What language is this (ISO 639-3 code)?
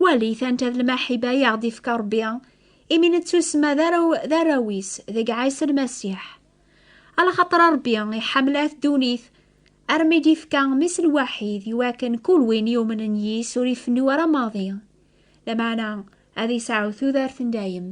kab